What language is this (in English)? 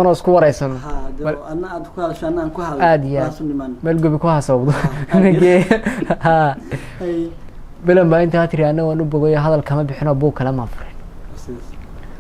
Somali